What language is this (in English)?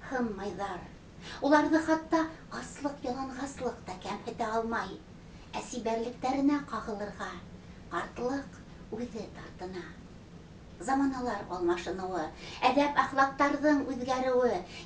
Bashkir